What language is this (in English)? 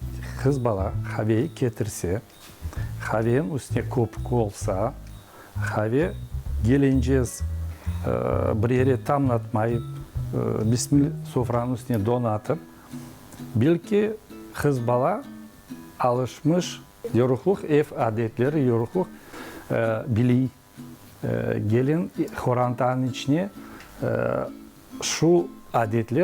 Crimean Tatar